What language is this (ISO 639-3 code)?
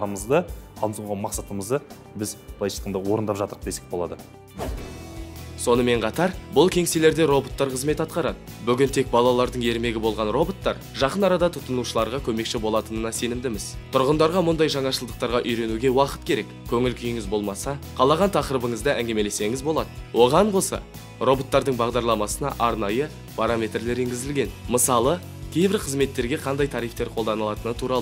kaz